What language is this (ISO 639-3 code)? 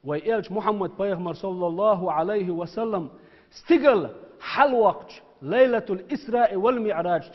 che